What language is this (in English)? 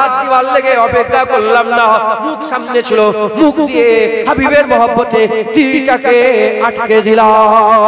Bangla